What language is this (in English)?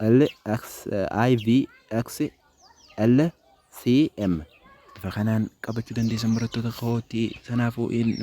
Oromo